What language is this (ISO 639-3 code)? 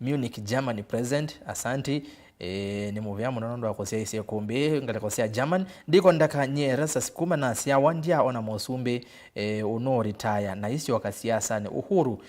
kam